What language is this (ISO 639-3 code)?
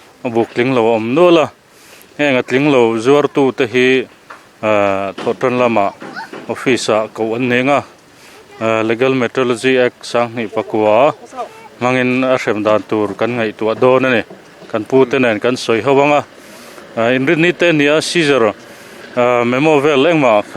lus